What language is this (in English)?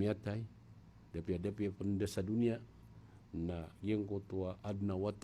Maranao